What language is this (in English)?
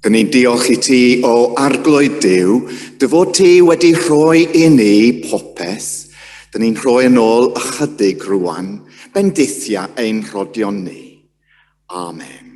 Welsh